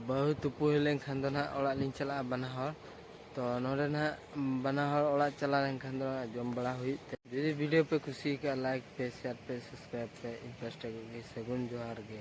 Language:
Santali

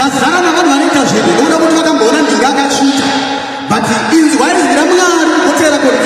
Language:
Shona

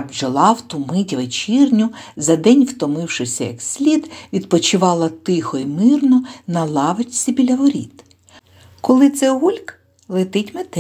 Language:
Ukrainian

